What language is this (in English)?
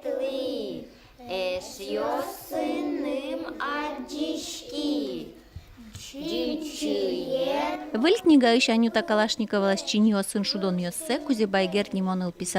Udmurt